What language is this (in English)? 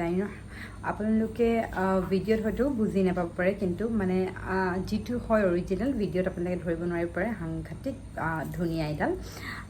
Assamese